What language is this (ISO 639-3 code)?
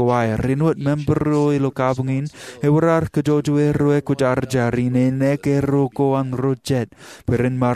mah